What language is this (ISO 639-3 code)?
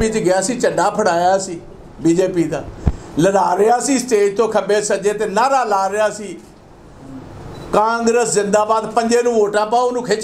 pan